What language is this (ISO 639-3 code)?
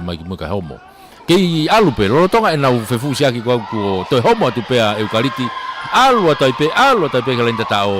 ton